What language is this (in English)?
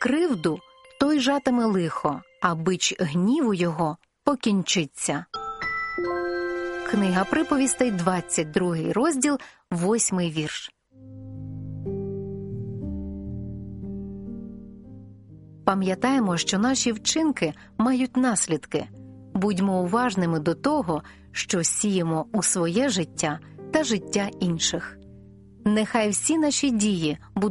Ukrainian